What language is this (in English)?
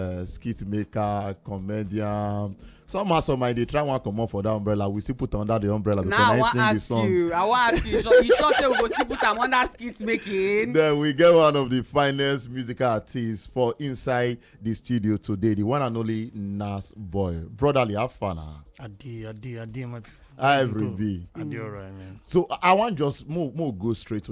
Nigerian Pidgin